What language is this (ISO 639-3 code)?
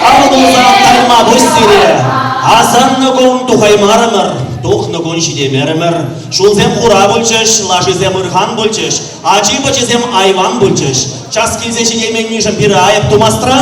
chv